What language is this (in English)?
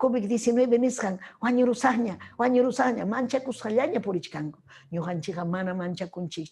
Ayacucho Quechua